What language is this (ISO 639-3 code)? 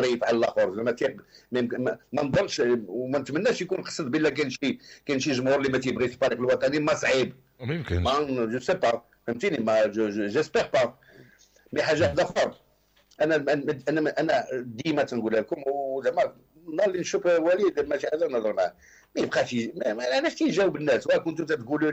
ary